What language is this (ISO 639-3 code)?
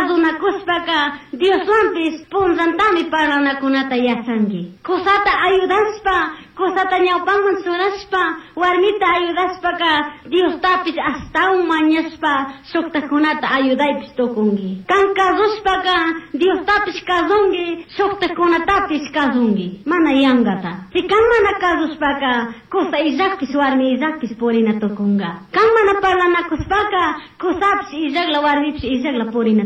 qug